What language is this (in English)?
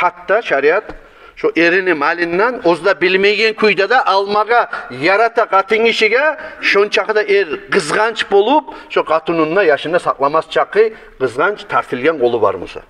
Kumyk